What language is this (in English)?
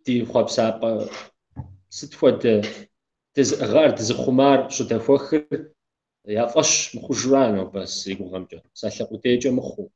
Kabardian